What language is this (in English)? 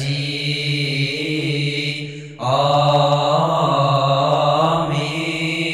Arabic